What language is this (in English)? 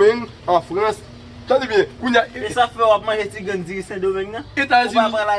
Haitian Creole